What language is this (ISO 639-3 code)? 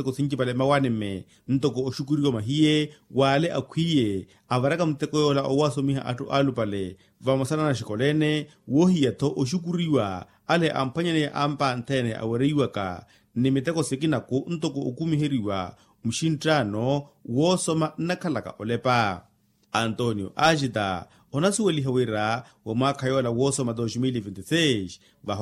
vmw